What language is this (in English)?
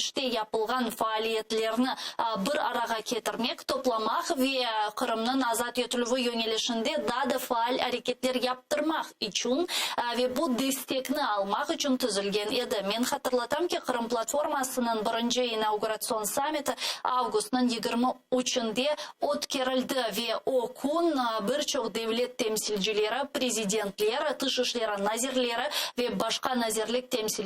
Crimean Tatar